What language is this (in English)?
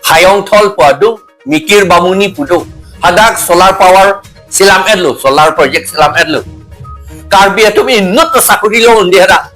Karbi